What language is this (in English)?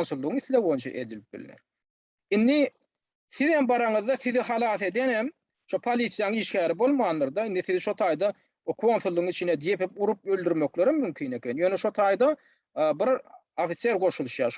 Turkmen